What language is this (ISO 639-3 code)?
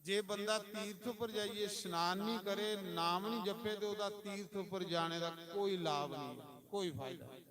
doi